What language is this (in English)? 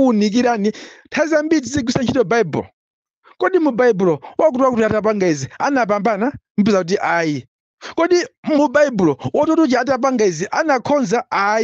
Nyanja